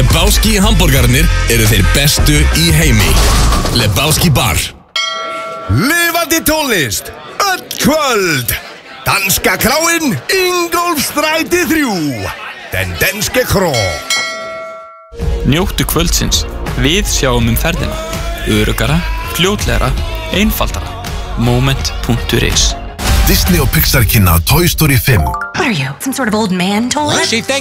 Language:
Icelandic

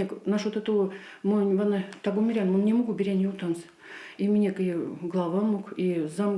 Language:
Erzya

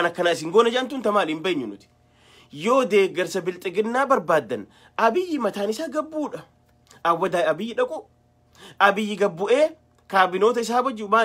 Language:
Oromo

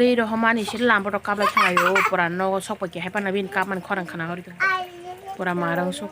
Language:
Kok Borok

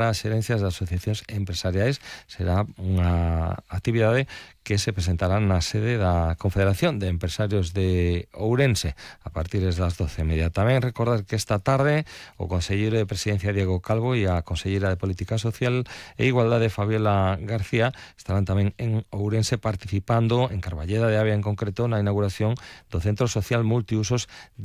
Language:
Galician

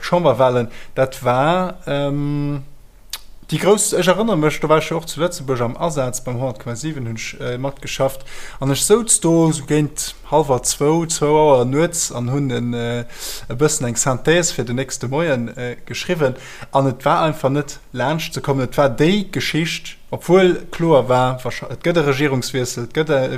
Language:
Luxembourgish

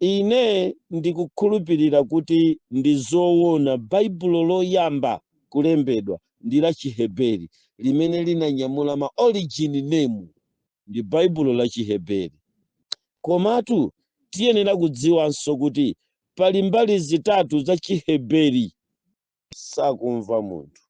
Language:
Nyanja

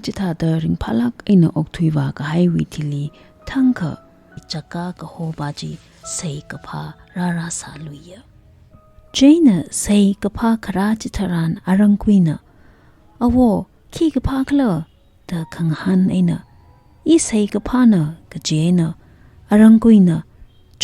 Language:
Tangkhul Naga (India)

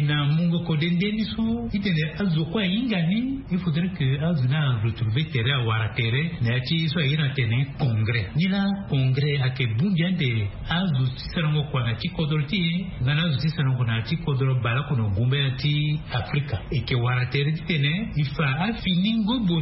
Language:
Sango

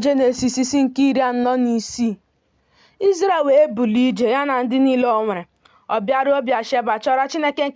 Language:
Igbo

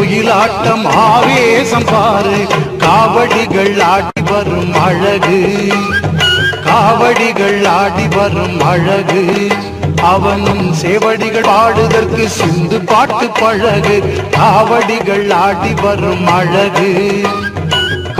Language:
Tamil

